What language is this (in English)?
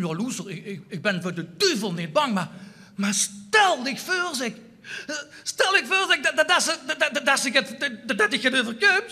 Limburgish